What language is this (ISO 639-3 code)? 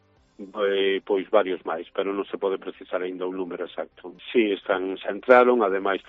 glg